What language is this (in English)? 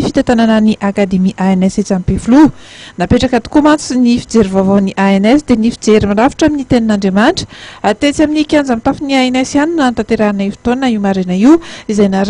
Malagasy